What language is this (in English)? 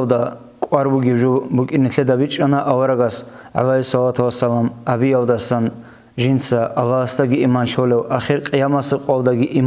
Avaric